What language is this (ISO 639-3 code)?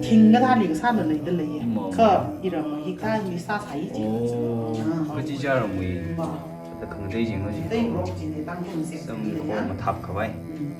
nmf